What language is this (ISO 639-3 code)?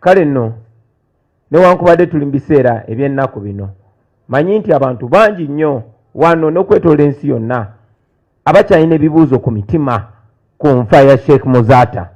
lug